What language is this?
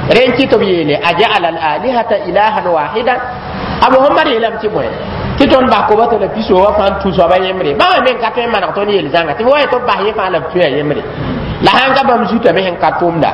Mossi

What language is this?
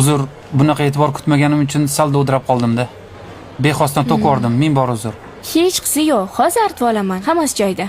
Uzbek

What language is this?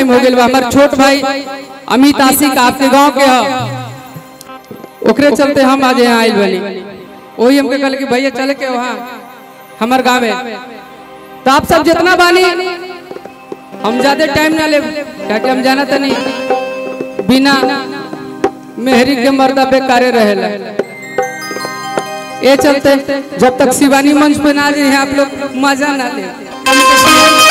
Bhojpuri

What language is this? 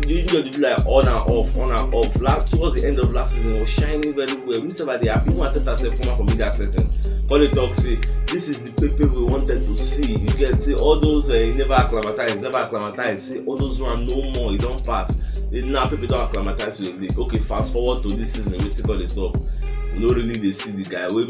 Nigerian Pidgin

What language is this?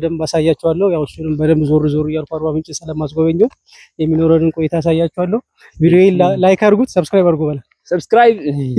Amharic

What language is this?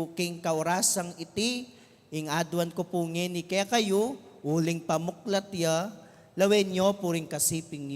Pampanga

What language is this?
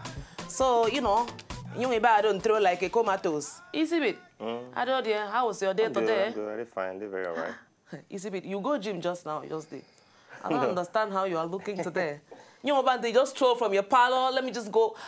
Nigerian Pidgin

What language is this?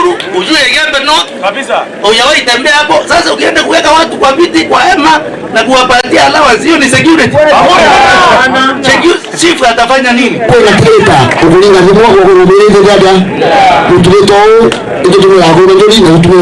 Meru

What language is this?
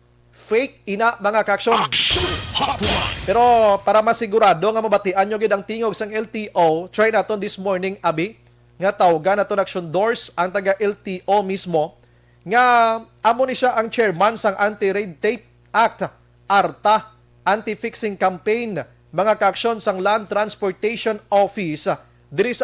Hiligaynon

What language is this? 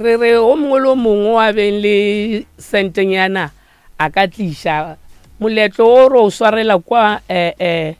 Northern Sotho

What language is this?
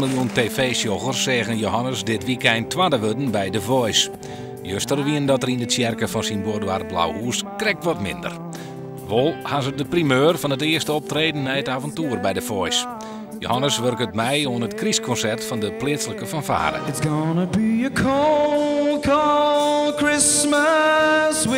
Western Frisian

